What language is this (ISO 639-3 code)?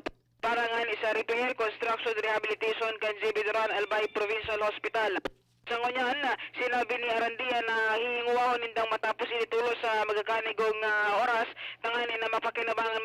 bik